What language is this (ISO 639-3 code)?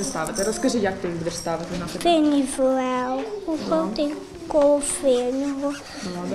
ukr